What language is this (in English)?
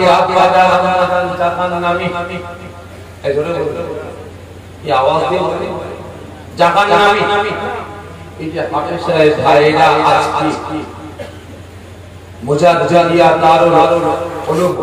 Bangla